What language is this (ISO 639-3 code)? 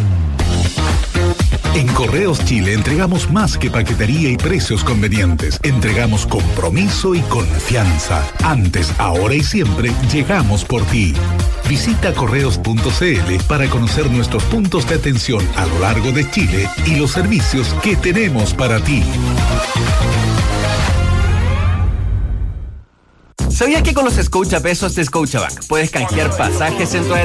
spa